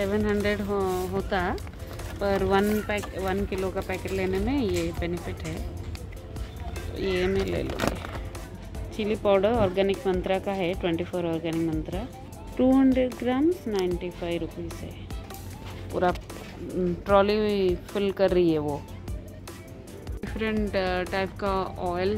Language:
Hindi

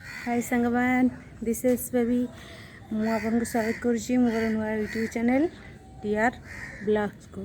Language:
Odia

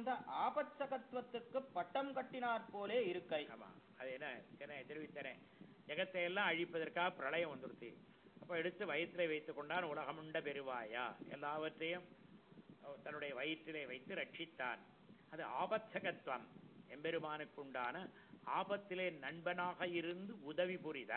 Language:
Tamil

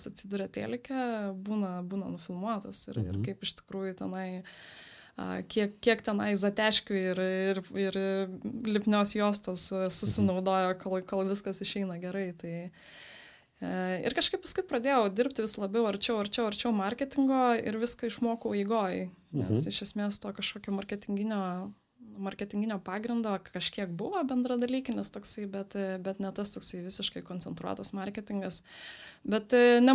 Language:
Lithuanian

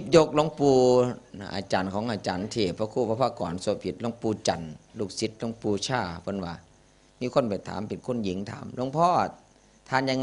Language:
Northeastern Thai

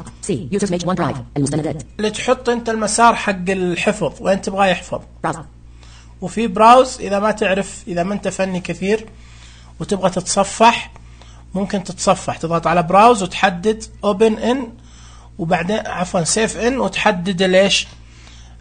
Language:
Najdi Arabic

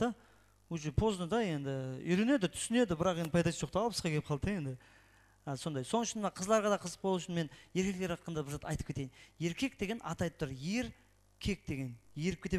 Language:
Kara-Kalpak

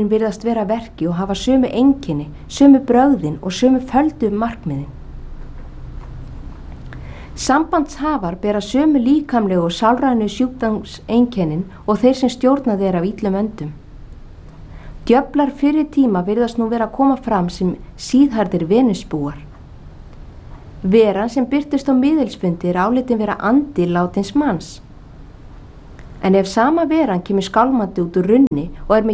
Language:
Icelandic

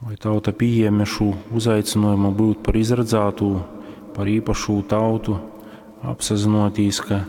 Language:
Latgalian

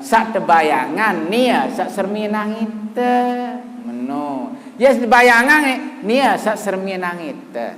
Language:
Sasak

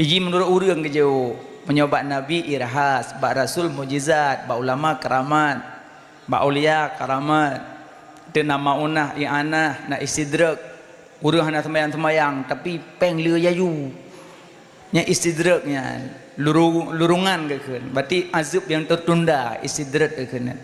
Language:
Achinese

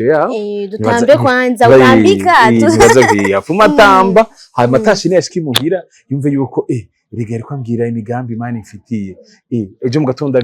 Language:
Rundi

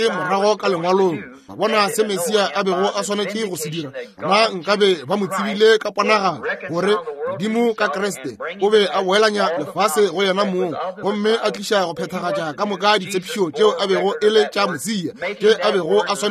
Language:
Northern Sotho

